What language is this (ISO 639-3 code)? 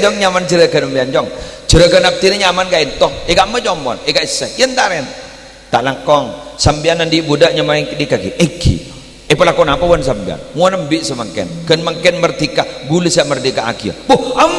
mad